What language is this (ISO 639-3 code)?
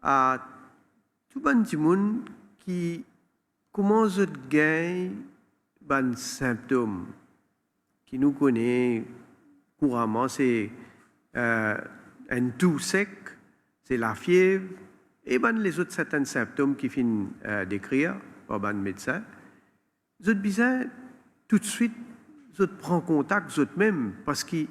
mfe